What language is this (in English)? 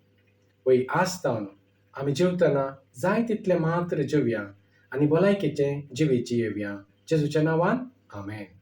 Konkani